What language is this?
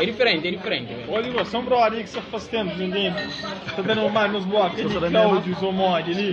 Kabuverdianu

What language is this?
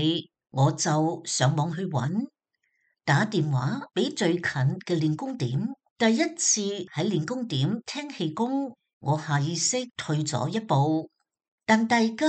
Cantonese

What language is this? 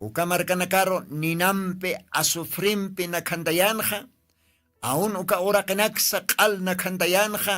Aymara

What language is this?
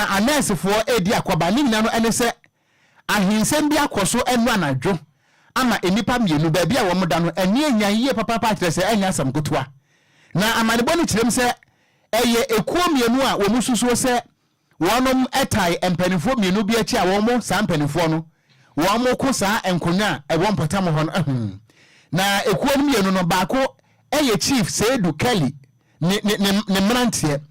Akan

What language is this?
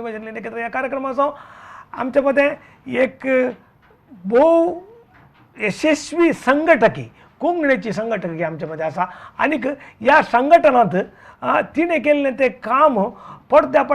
Konkani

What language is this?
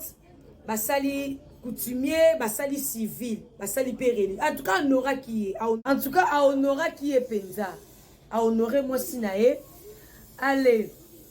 Lingala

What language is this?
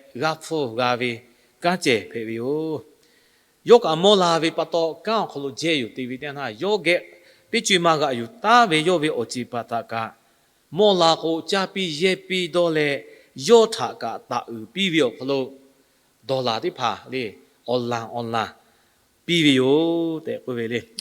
Lahu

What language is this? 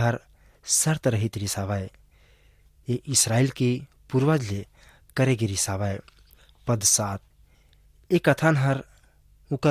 Chhattisgarhi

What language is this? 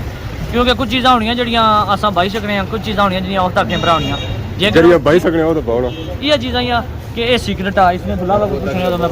Pahari-Potwari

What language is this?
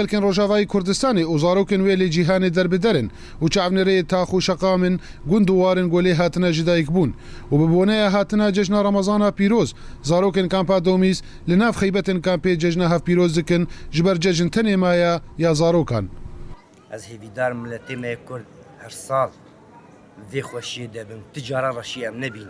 Kurdish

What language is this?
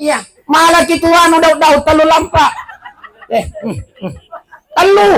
Buginese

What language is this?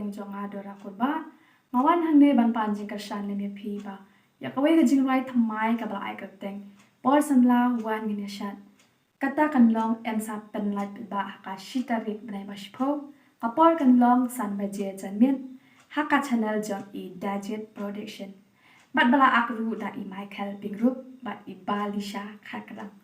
Khasi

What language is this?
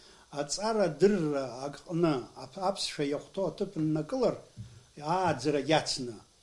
Abkhazian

